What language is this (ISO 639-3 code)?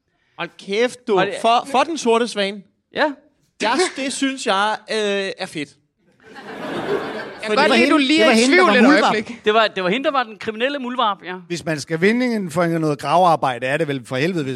dan